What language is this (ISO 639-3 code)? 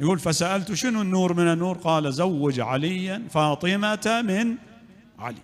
acm